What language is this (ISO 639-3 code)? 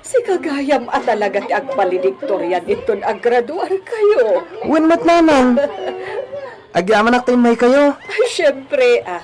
ilo